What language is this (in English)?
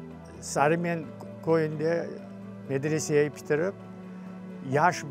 Crimean Tatar